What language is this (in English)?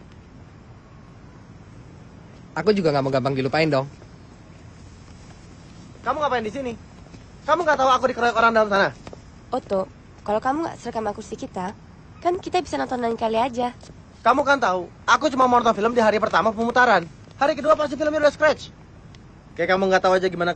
Indonesian